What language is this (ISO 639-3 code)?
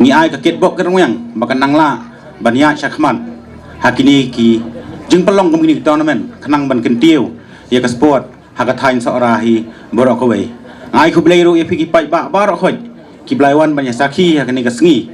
kha